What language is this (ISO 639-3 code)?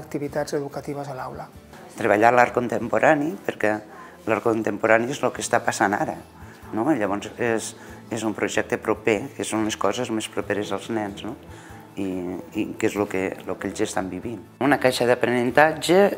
cat